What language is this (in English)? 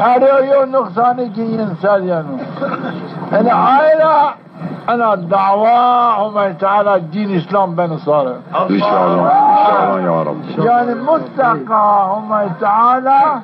Zaza